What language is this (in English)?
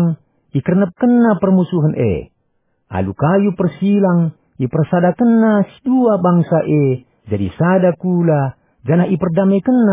Batak Karo